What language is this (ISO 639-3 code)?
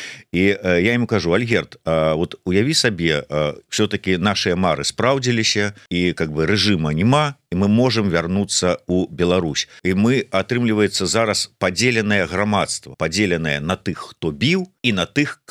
bel